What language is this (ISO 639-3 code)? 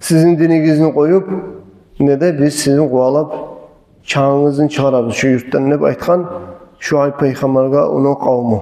kum